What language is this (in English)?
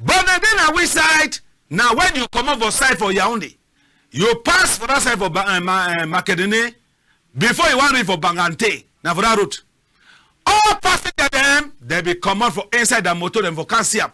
Cameroon Pidgin